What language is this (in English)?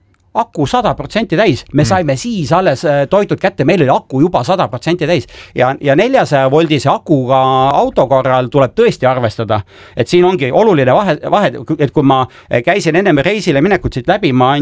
Estonian